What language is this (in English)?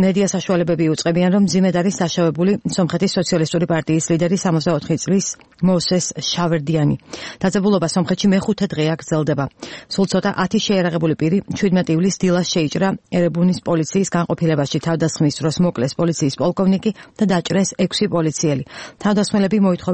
Georgian